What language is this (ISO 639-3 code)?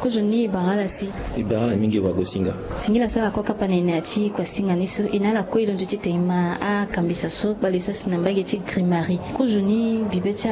sag